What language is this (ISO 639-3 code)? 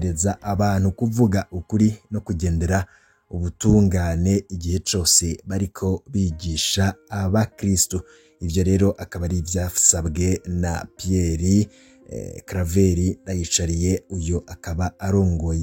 run